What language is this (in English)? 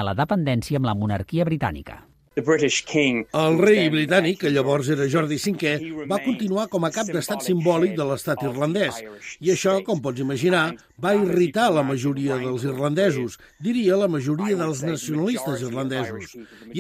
Catalan